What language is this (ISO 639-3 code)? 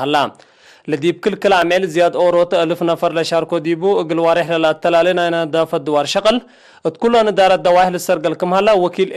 tig